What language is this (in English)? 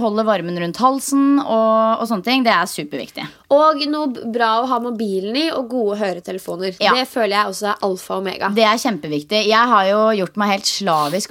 Norwegian